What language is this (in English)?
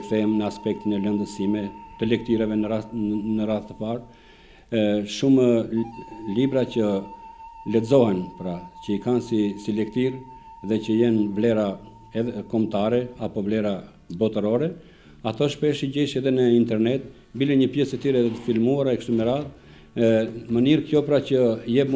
Albanian